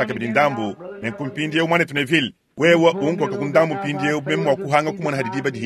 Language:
Luba-Lulua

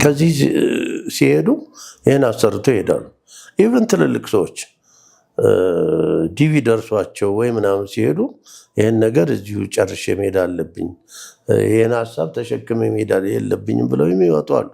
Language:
Amharic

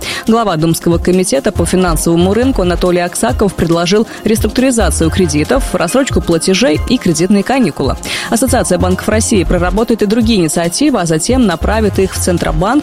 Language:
Russian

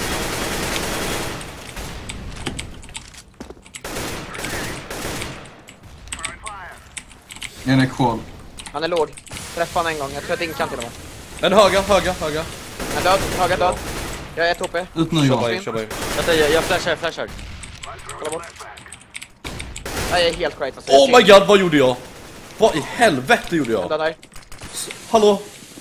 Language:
Swedish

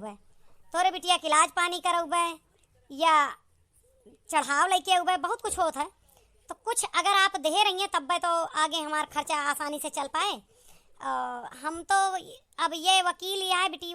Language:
Awadhi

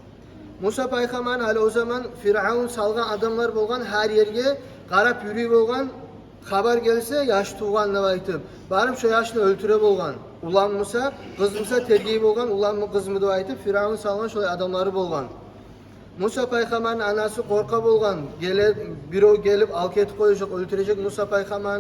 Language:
Kumyk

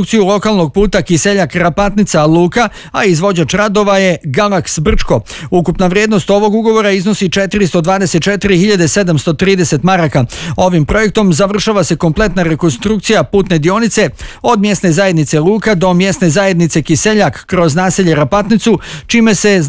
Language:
Bosnian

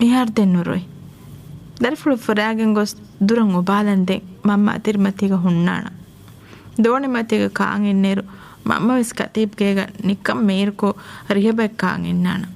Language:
Divehi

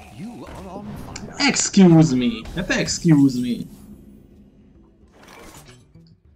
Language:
Hungarian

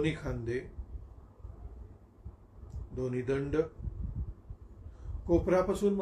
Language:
Marathi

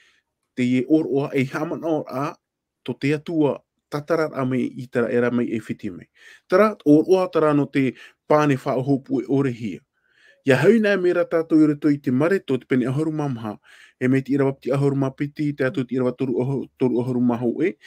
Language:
Tahitian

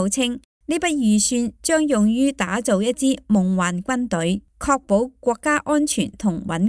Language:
Cantonese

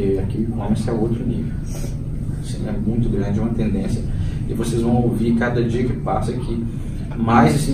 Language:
Portuguese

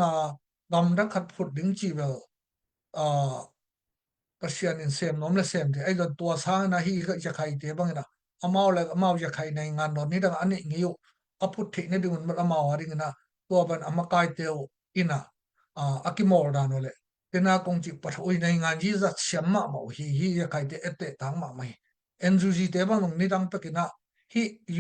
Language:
Tedim Chin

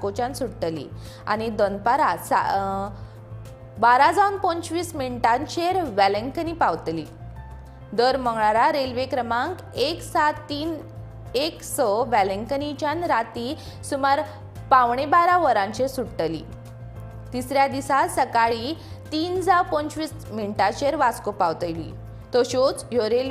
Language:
Konkani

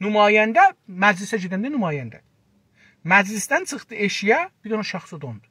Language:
South Azerbaijani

